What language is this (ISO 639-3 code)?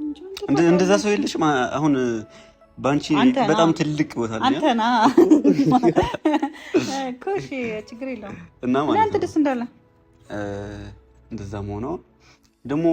amh